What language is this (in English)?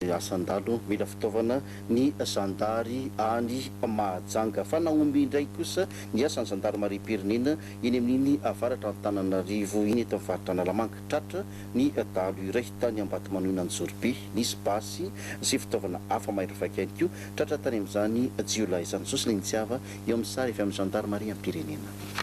Malagasy